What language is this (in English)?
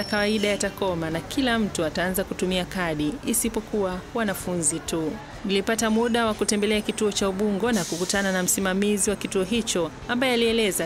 Swahili